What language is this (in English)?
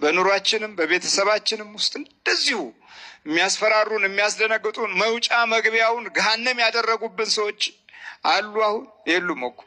Amharic